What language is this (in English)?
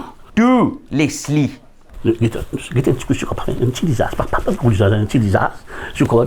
Morisyen